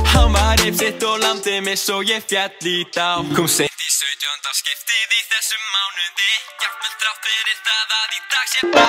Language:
Icelandic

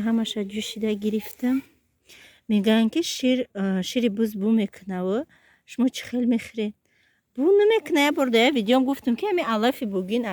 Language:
Tajik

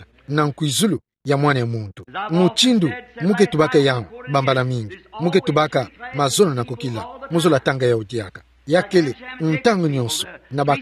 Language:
Kituba (Democratic Republic of Congo)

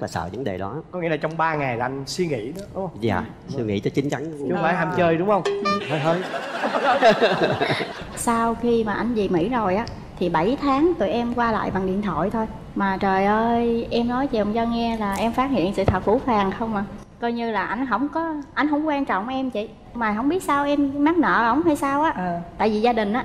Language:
Vietnamese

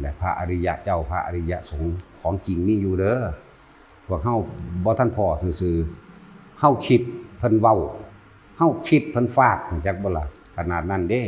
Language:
Lao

